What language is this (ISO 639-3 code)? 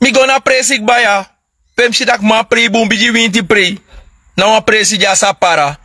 srn